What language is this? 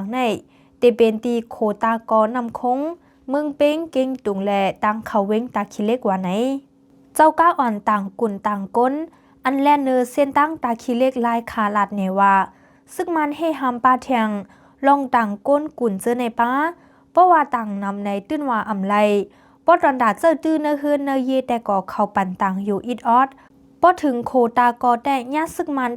Shan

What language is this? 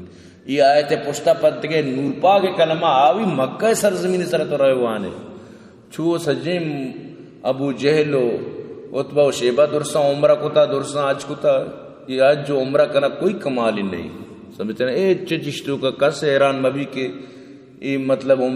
Baluchi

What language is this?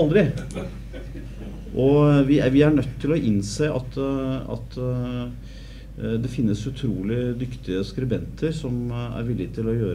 Norwegian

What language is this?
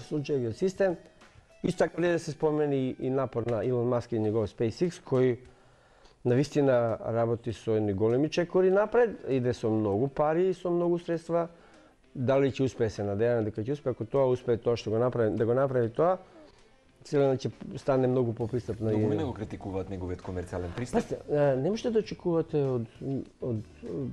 Macedonian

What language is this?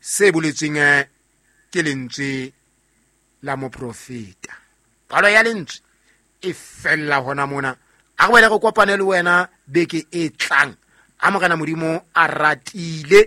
Southern Sotho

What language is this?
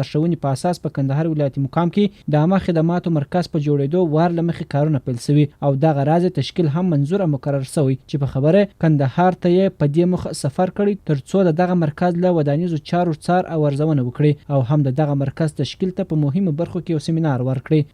Pashto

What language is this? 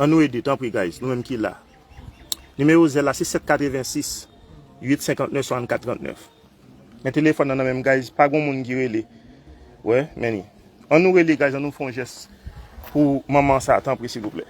Haitian Creole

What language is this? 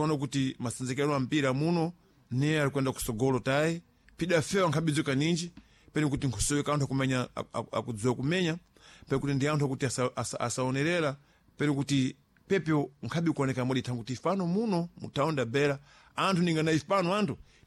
Sena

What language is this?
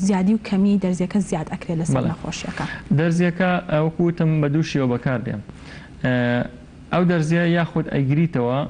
Central Kurdish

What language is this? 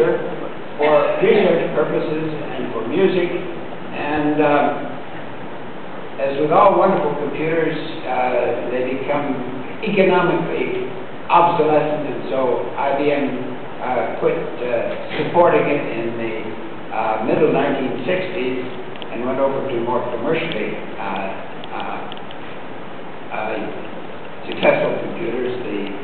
English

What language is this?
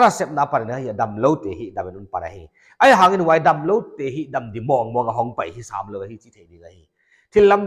Paite Chin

